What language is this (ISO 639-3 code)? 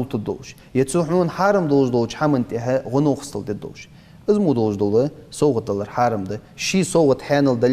inh